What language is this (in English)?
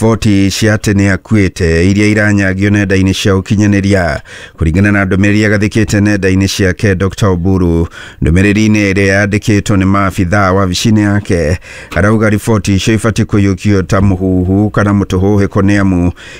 Kikuyu